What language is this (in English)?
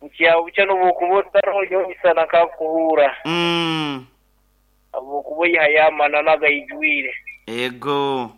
Nyankole